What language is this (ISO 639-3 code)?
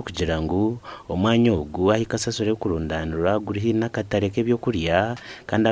nyn